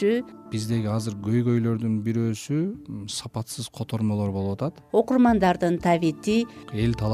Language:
Kyrgyz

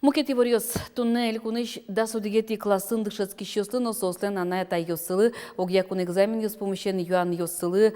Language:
Udmurt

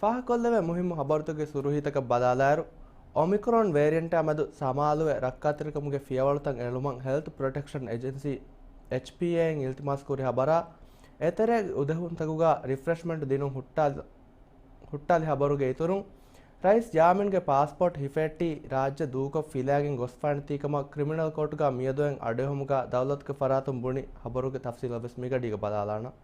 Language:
Divehi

